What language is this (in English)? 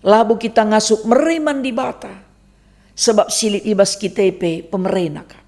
Batak Karo